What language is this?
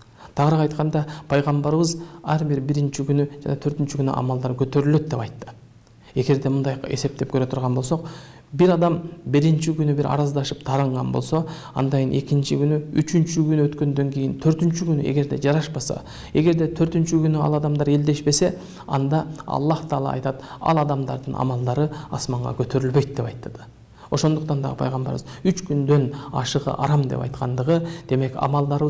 Kyrgyz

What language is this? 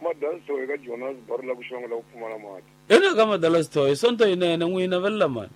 Tsonga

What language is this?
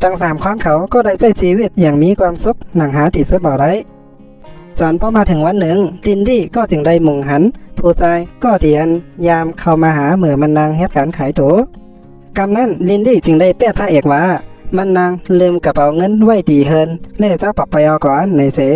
Shan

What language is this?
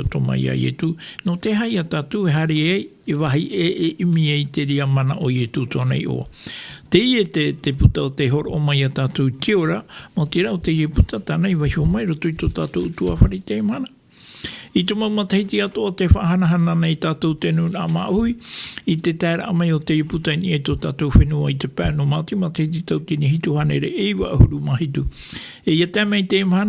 Tahitian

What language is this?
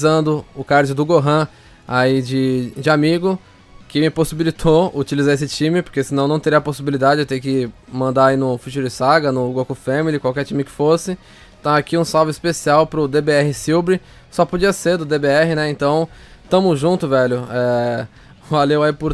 Portuguese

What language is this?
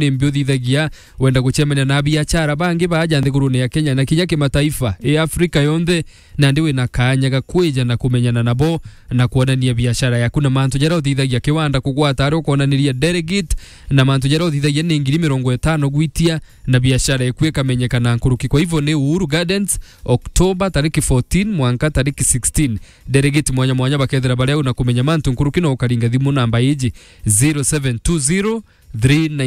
Meru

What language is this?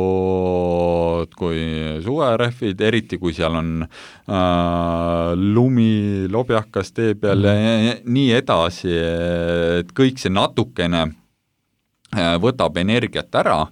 Estonian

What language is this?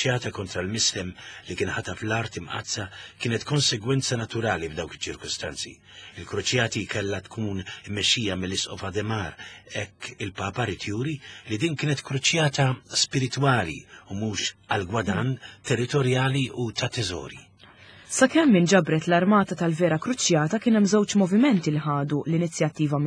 Maltese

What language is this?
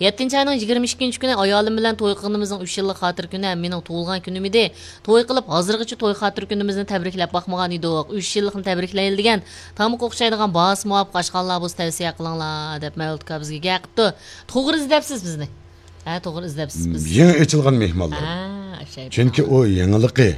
Uyghur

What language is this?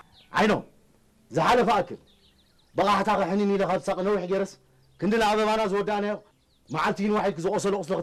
Tigrinya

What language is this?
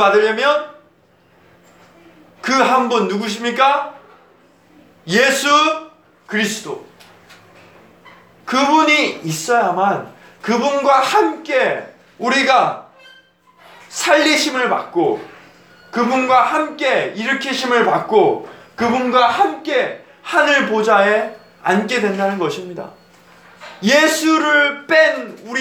Korean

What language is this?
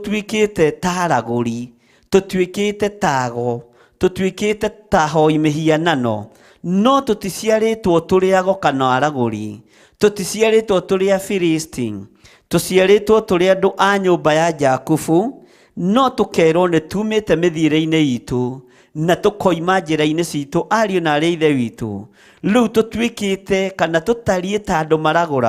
Kikuyu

